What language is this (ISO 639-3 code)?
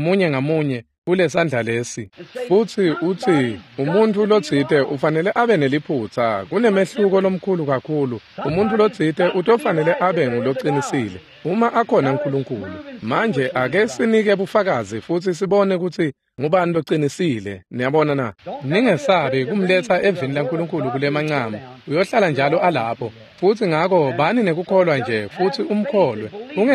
ssw